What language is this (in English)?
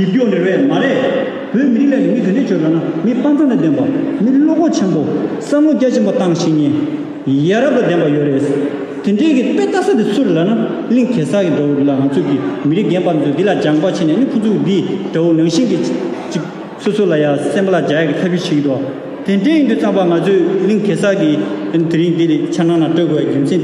Tibetan